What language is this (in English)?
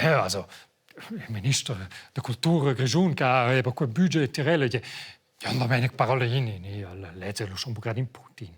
Romansh